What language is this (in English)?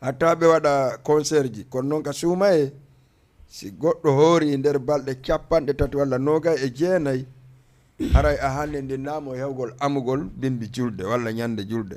Fula